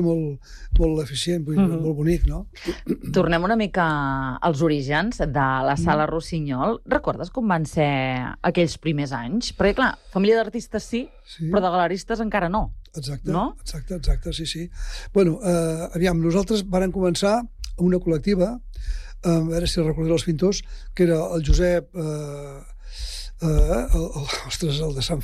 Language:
Catalan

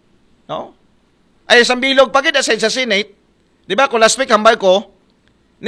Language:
Aklanon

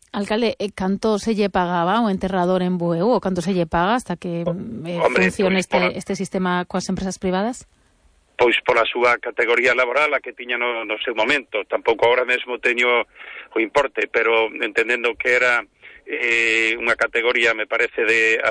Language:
Galician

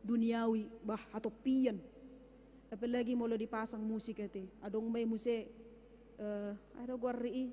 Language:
Batak Toba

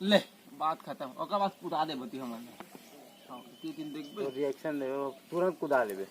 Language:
Chhattisgarhi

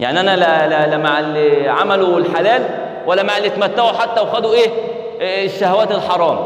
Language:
Egyptian Arabic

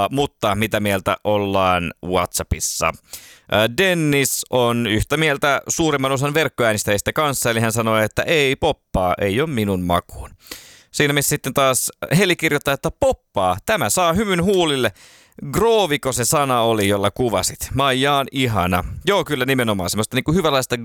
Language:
Finnish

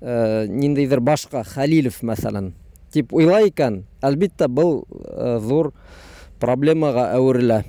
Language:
Bashkir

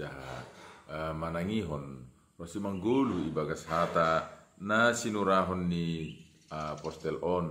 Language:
Batak Simalungun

